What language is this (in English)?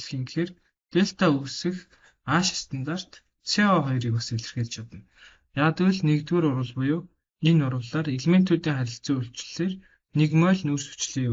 Mongolian